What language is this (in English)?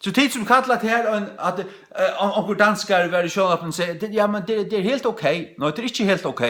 Faroese